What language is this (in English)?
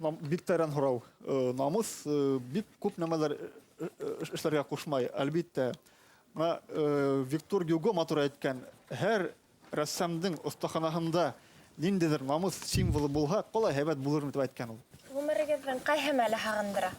Bashkir